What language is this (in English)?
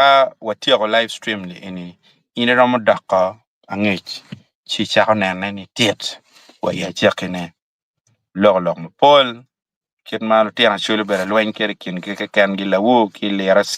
Acoli